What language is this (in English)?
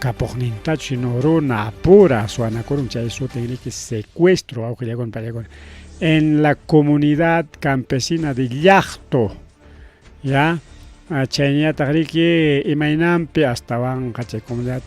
Ayacucho Quechua